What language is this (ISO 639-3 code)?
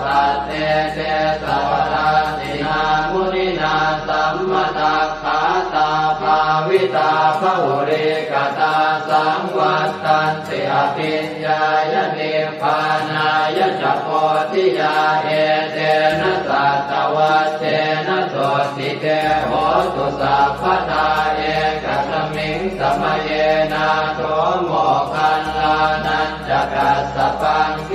pli